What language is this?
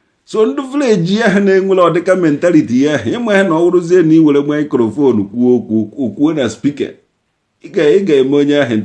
Igbo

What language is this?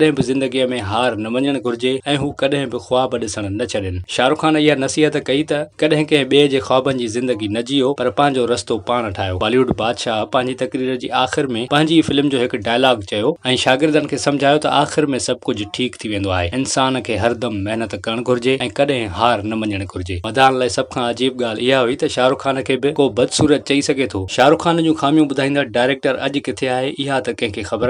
Sindhi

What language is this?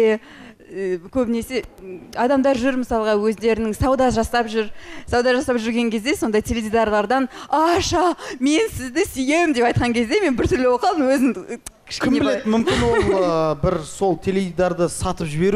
Kazakh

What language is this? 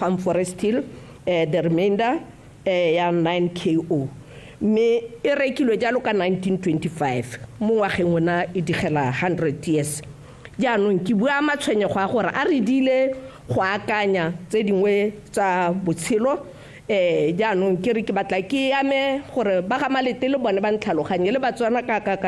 Tswana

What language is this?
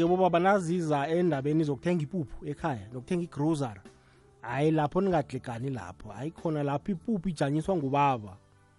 South Ndebele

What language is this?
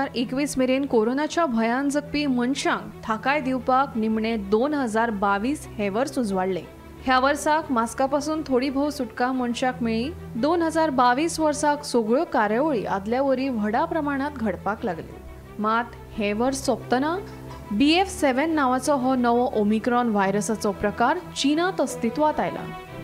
Konkani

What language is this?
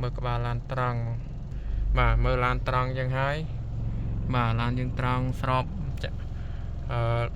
Khmer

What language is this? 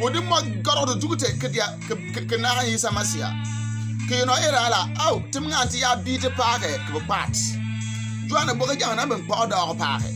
Bimoba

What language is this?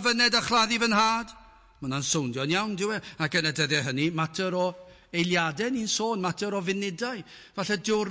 Welsh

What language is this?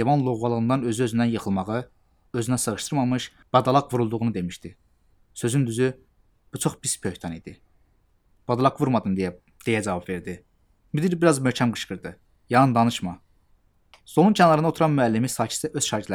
Azerbaijani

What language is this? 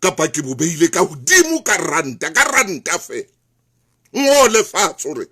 Southern Sotho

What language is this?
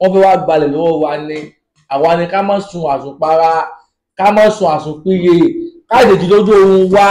Yoruba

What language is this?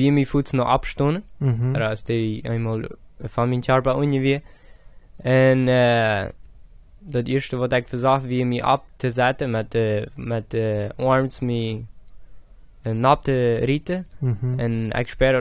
Plautdietsch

